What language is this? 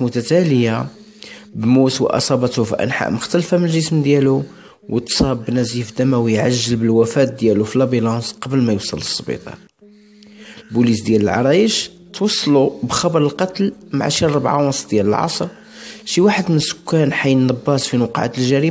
Moroccan Arabic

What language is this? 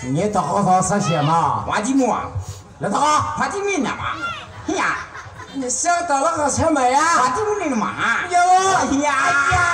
Betawi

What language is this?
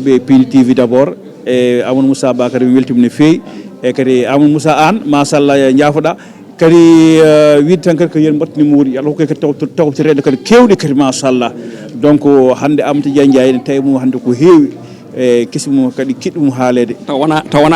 Fula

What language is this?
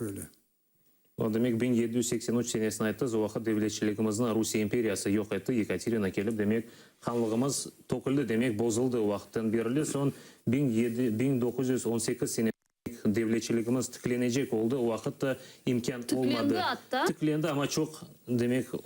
Crimean Tatar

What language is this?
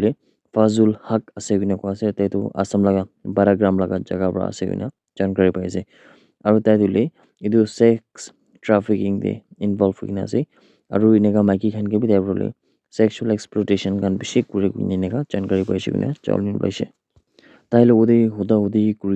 Naga Pidgin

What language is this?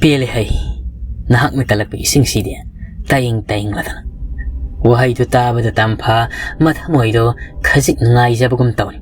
Manipuri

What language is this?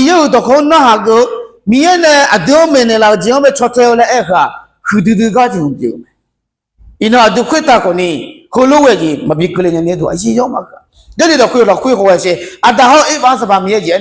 Akha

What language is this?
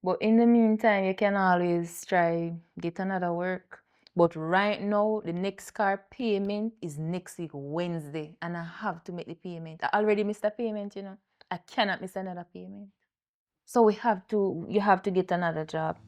Jamaican Creole English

